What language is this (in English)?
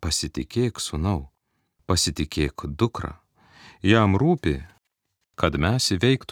Lithuanian